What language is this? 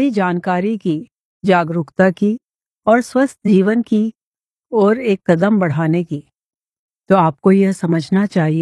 Hindi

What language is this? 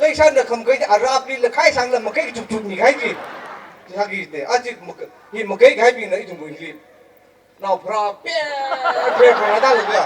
Tangkhul Naga (India)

